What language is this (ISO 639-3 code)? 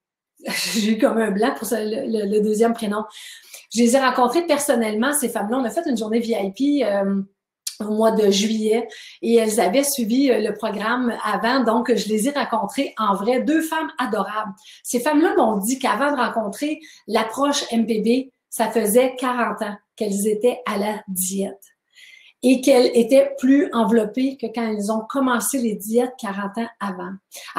fra